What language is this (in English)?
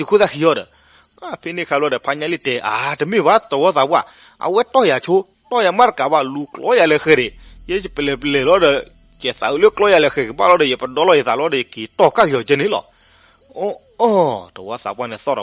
S'gaw Karen